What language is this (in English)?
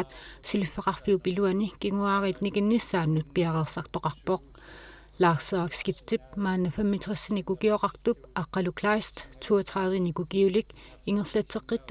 Kalaallisut